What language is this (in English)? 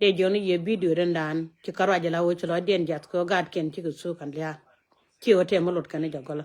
Nuer